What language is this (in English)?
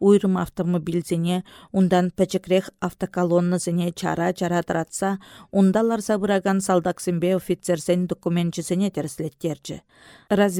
Chuvash